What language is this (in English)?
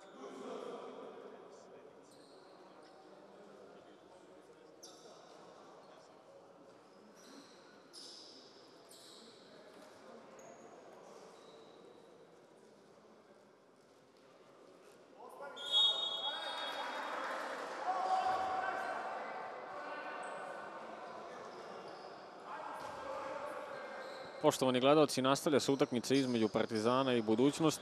Serbian